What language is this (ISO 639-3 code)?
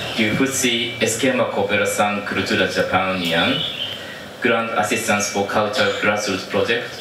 tet